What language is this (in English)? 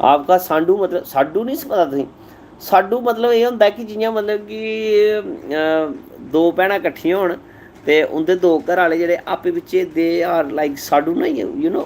Dogri